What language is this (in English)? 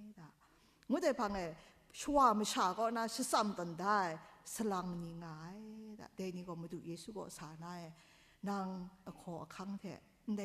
Kachin